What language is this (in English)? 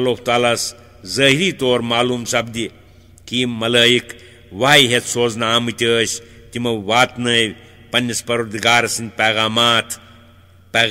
Kashmiri